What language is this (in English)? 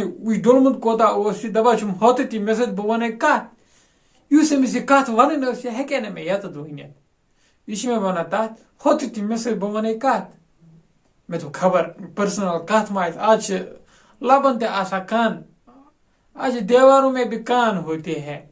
Kashmiri